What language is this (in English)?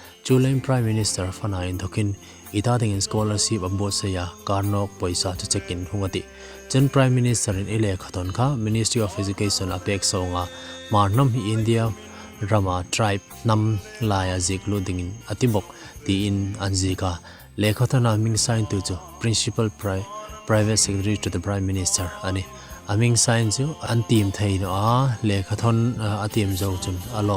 Hmar